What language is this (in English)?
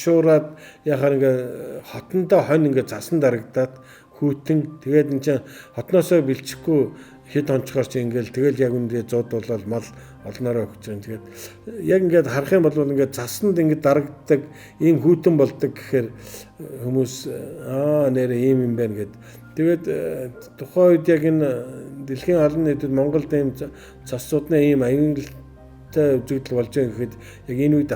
Mongolian